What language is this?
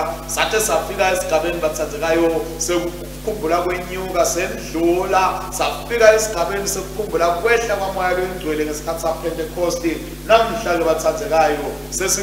Swati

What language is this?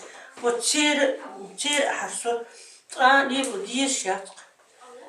Chechen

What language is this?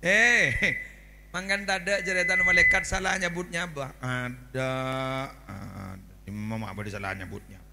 Madurese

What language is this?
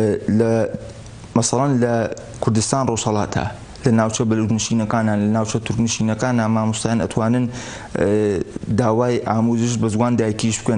Central Kurdish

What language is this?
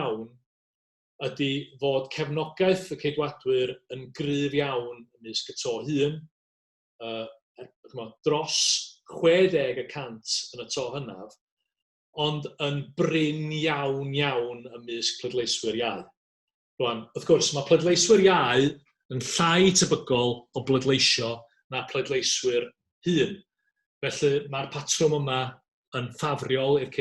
Welsh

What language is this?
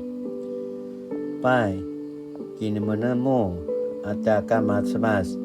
Paiwan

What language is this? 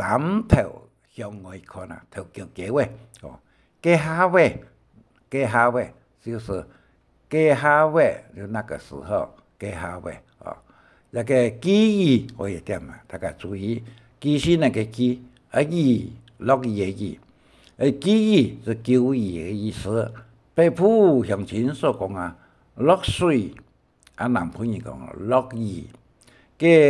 Hakka Chinese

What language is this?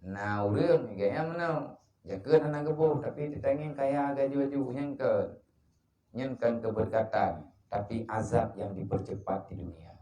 Achinese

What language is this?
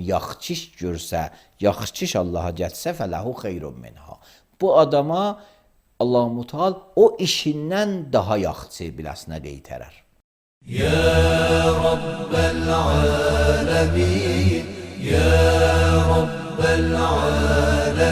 Azerbaijani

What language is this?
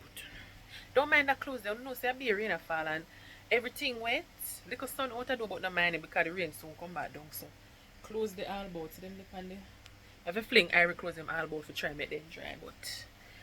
Jamaican Creole English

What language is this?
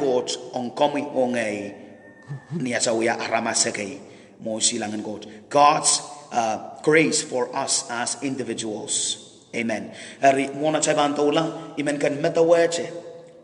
Pohnpeian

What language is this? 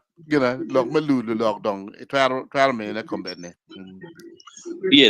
Acoli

